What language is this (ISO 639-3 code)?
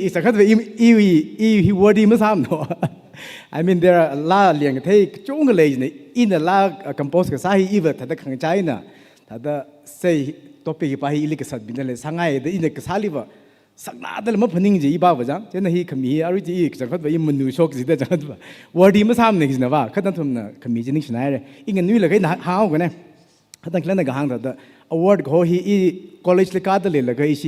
nmf